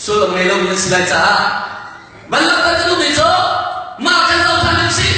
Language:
Hakha Chin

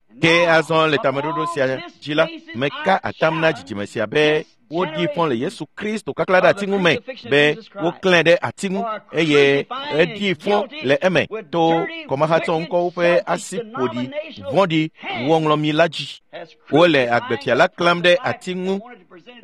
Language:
Ewe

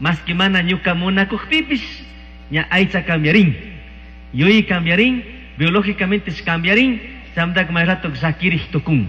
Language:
Chimborazo Highland Quichua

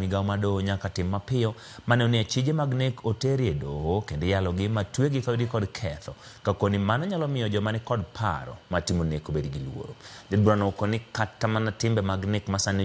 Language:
Luo (Kenya and Tanzania)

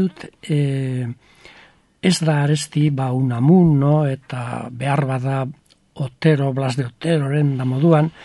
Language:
Basque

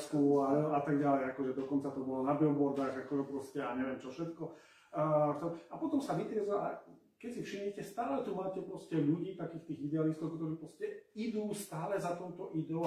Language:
Slovak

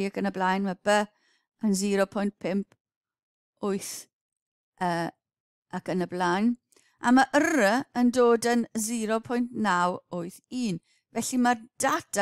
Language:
Welsh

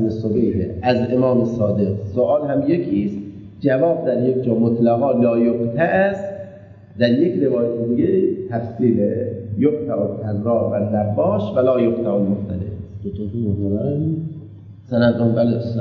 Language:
Persian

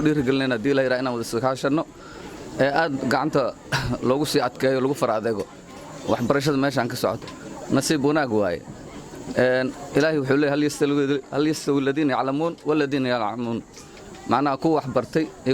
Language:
Somali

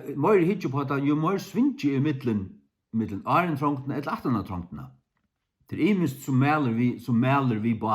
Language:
Faroese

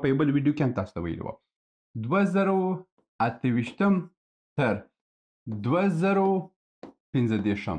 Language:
Pashto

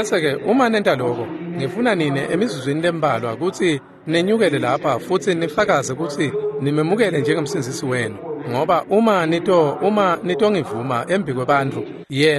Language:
Swati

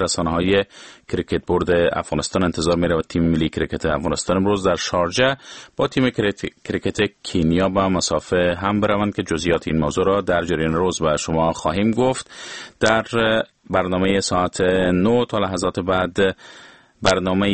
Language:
Persian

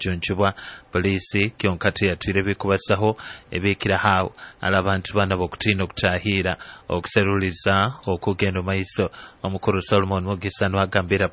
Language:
Nyoro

